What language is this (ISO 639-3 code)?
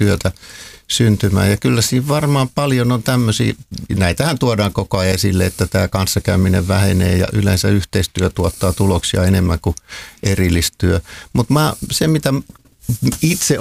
fin